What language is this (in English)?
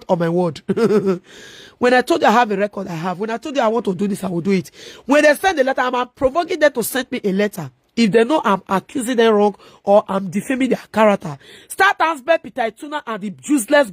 Nigerian Pidgin